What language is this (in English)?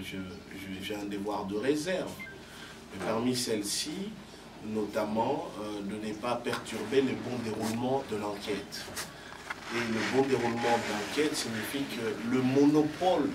French